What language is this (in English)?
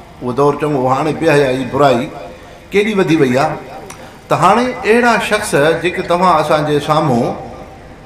Sindhi